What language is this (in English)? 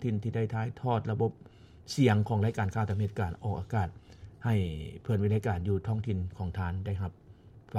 Lao